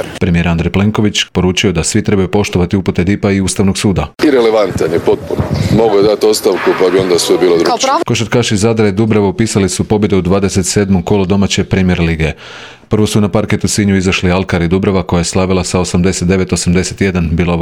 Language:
Croatian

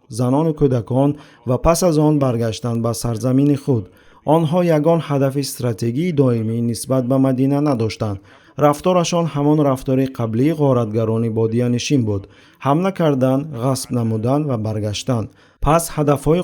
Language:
Tajik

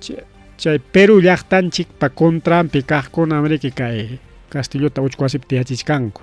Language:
Ayacucho Quechua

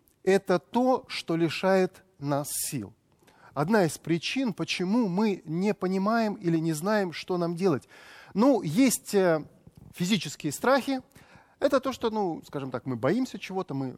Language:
Russian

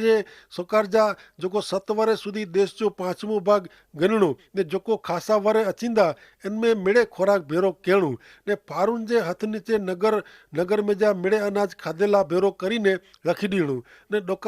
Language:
Kachhi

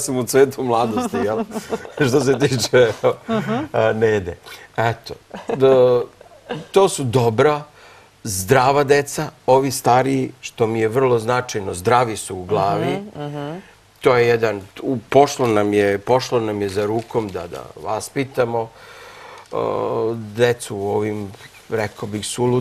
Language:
Serbian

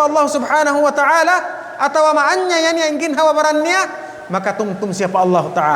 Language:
Tausug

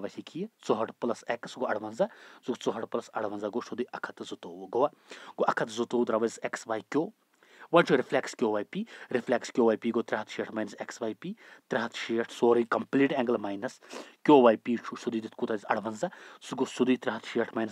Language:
Kashmiri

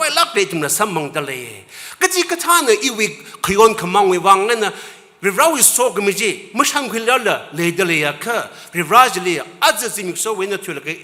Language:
Tangkhul Naga (India)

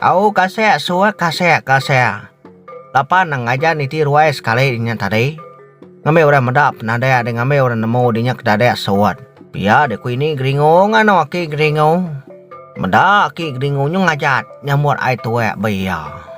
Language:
Iban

